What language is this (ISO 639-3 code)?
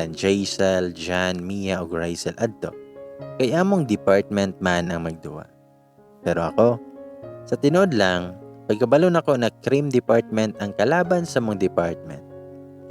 ceb